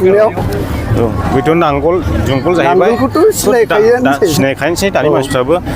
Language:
Bodo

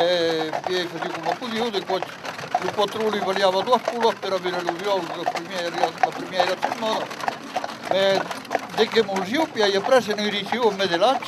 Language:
Occitan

